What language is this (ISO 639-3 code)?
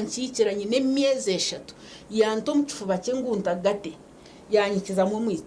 nyn